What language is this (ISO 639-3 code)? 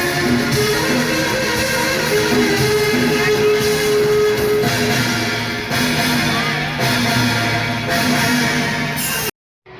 hne